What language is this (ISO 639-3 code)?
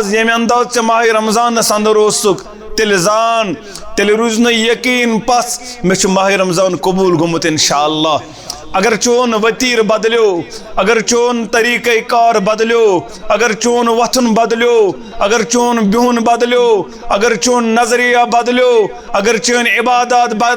kas